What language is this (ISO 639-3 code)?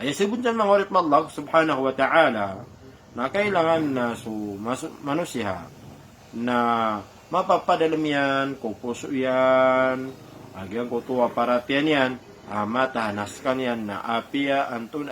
mrw